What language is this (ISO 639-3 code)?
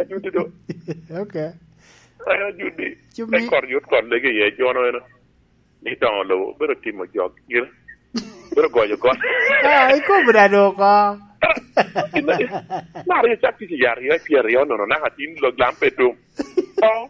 laj